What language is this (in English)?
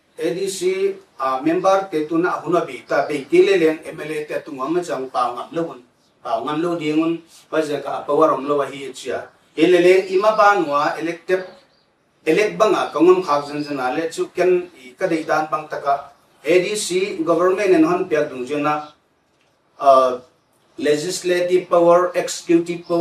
Paite Chin